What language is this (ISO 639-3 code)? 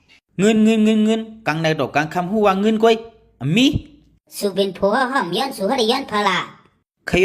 shn